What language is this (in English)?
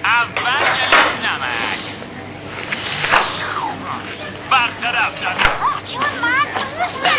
Persian